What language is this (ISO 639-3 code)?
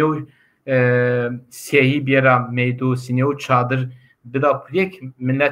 zza